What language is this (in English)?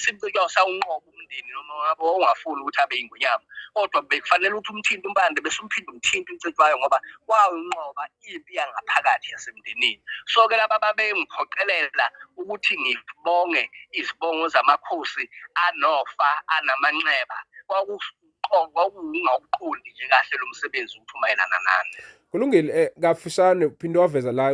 Zulu